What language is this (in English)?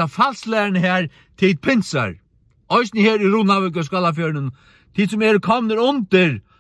Faroese